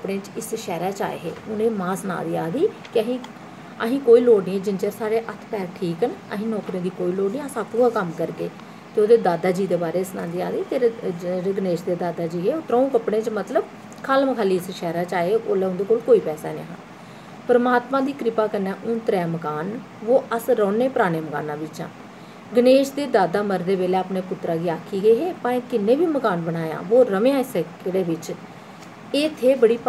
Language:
Dogri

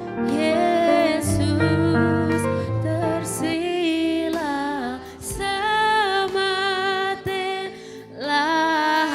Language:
Batak Karo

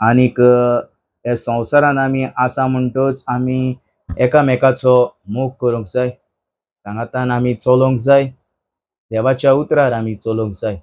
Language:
Konkani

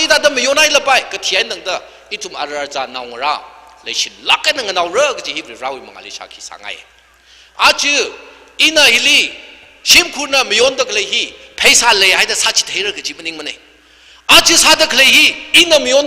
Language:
Tangkhul Naga (India)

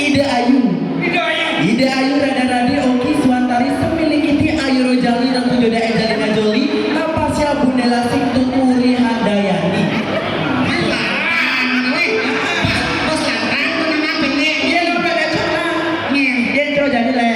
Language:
Balinese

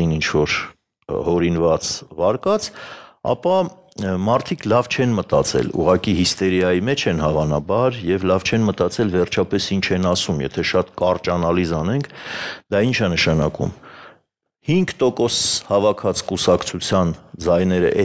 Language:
Armenian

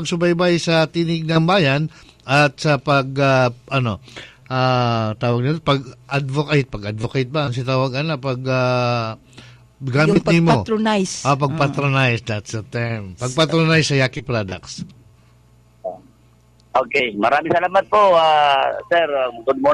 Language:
Cebuano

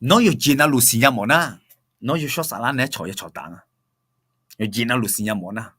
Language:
Akha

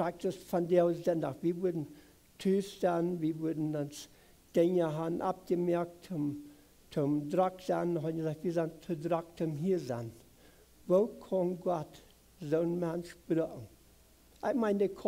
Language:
Plautdietsch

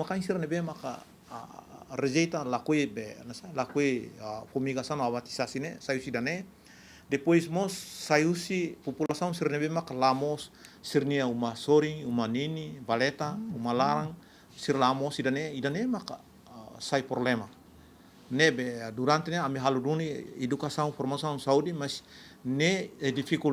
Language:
Tetum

